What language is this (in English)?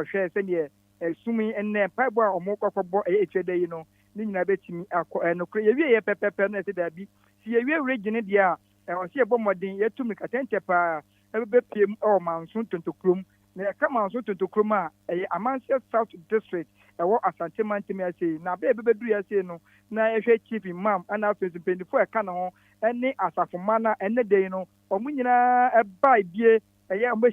Akan